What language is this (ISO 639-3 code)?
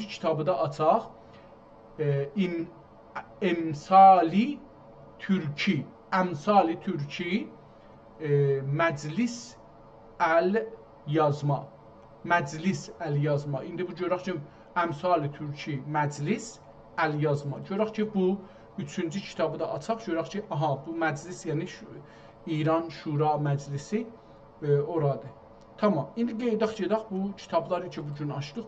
azb